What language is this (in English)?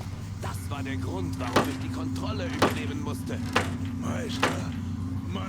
Bavarian